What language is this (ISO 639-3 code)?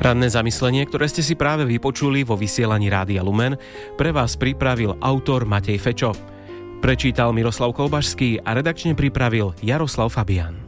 slk